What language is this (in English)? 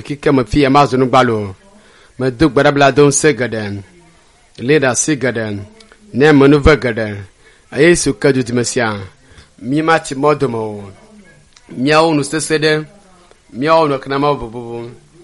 Ewe